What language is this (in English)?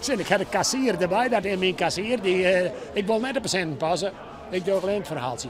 Western Frisian